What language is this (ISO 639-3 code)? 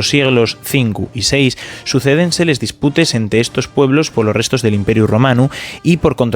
ast